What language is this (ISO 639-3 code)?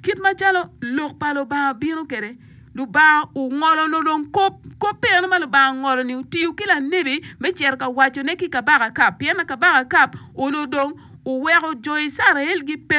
ach